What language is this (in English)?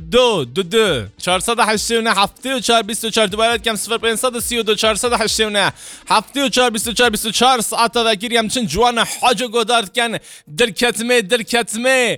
Kurdish